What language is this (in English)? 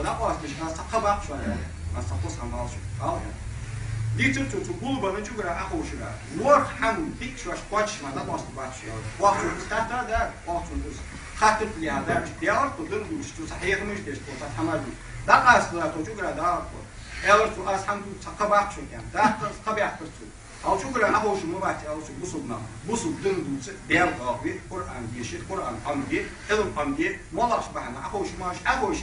Ingush